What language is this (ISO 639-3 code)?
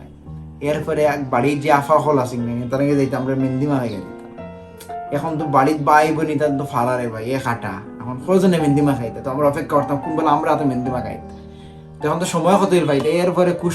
syl